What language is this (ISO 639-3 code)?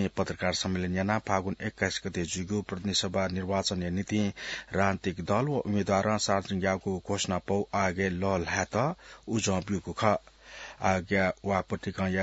new